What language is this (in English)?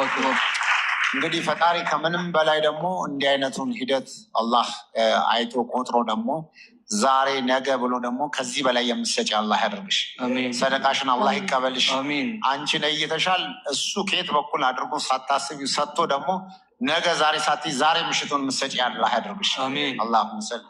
Amharic